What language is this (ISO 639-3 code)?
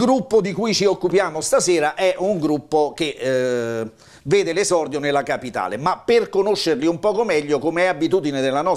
ita